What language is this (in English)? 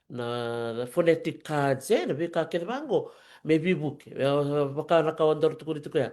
Fijian